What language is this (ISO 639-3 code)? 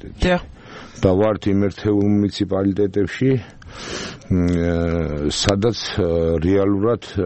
kat